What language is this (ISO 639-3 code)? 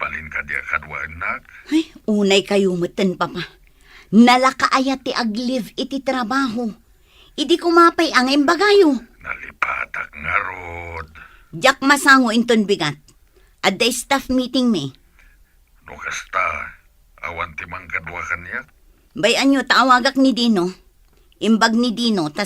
ilo